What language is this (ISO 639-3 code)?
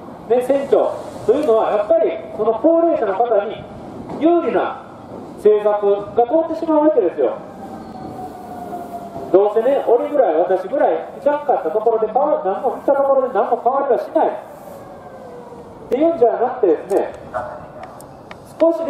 jpn